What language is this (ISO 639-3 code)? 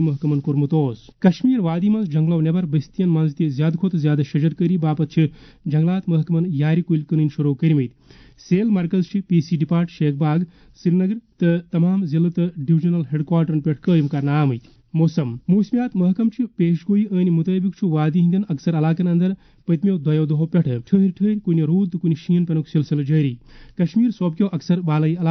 kas